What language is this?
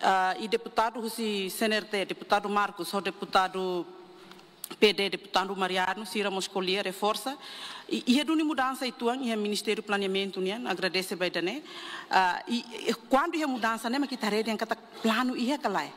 Tetum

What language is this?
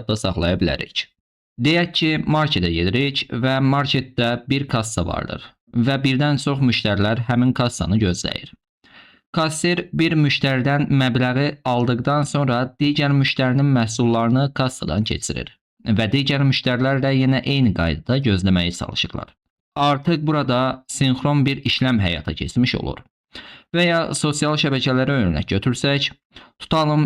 Azerbaijani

